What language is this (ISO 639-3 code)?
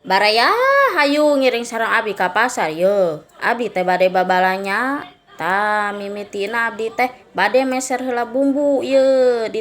sun